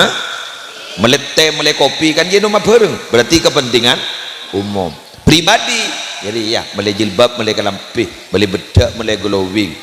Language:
Madurese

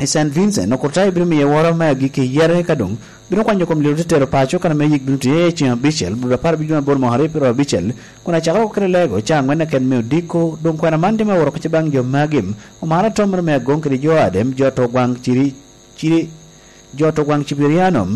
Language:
Lango (Uganda)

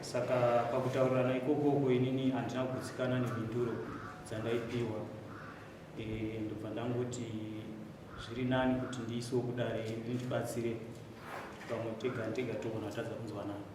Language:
Shona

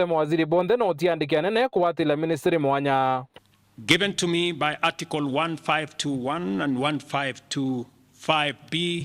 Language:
Meru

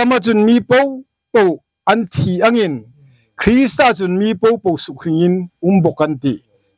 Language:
Hmar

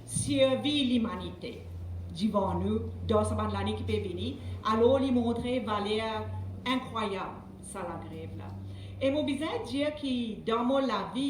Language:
Morisyen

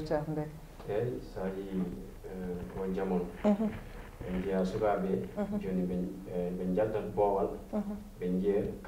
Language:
Fula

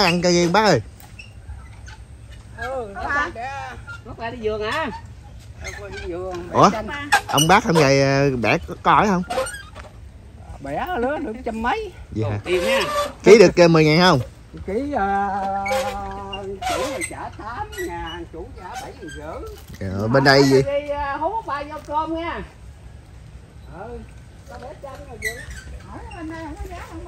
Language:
Vietnamese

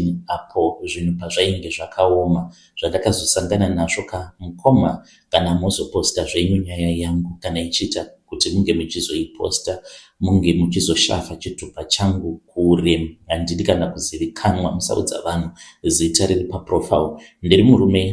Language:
Shona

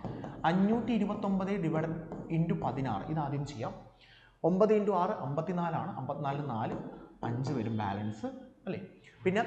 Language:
Malayalam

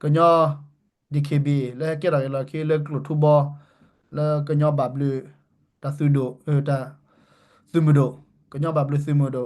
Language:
S'gaw Karen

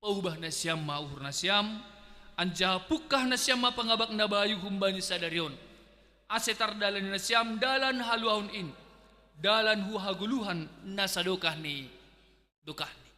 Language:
Batak Simalungun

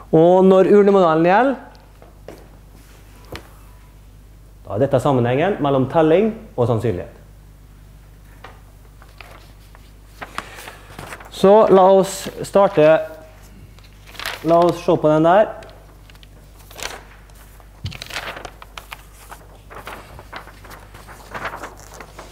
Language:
Norwegian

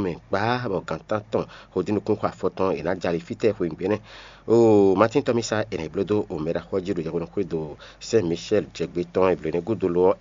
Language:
Fon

